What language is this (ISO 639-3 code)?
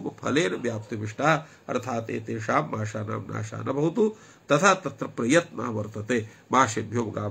san